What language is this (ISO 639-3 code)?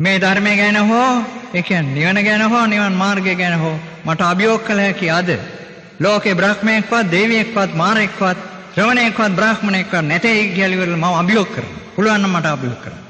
sin